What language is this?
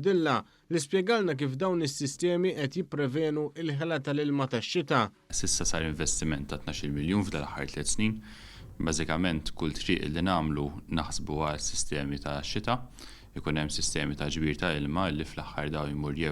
Maltese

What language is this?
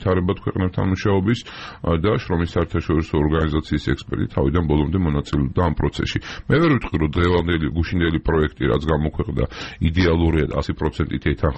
Georgian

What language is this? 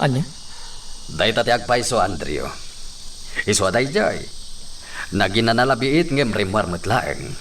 Iloko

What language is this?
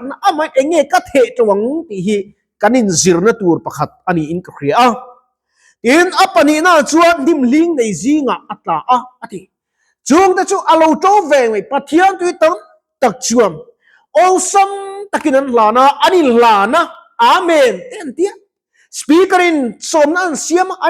Mizo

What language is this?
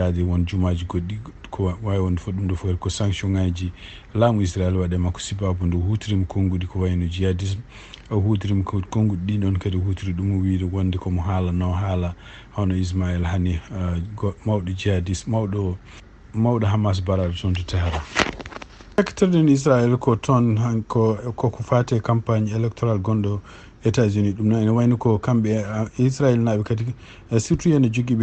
Fula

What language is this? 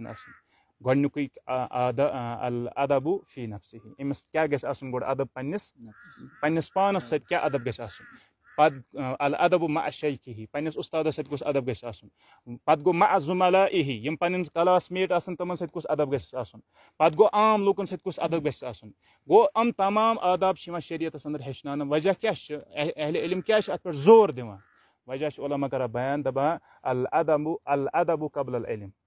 Kashmiri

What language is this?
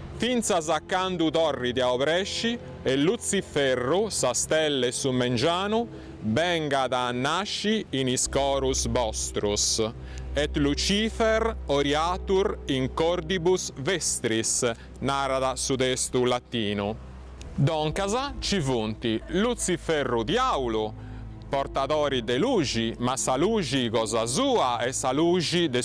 Sardinian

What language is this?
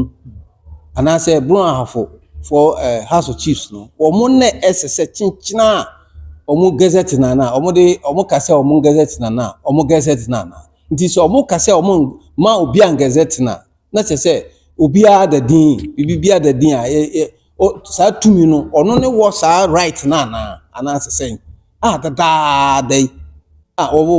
Akan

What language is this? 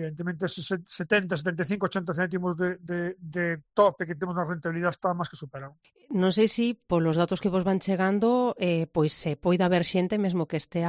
Galician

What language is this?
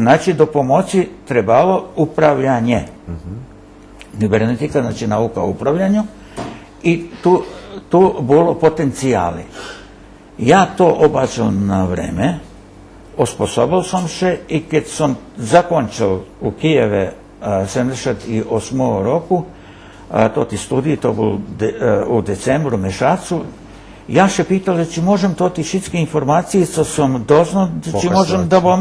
Rusyn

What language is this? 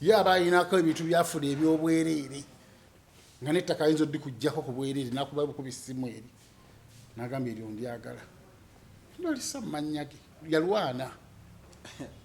Ganda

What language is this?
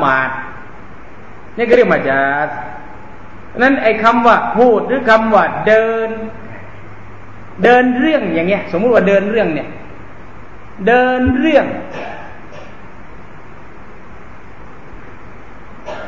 Thai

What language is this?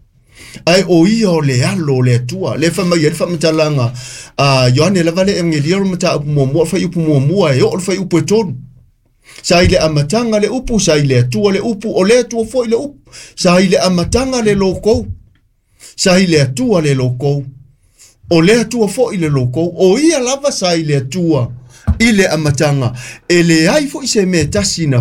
Samoan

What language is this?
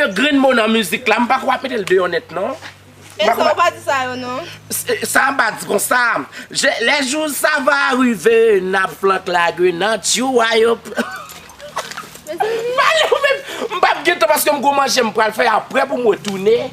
Haitian Creole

